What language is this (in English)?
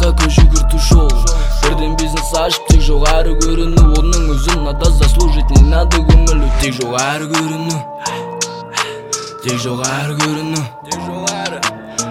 Kazakh